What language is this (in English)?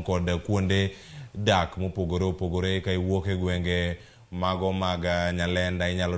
Luo (Kenya and Tanzania)